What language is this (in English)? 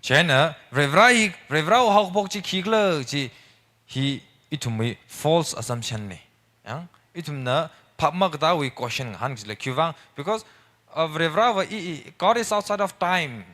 Tangkhul Naga (India)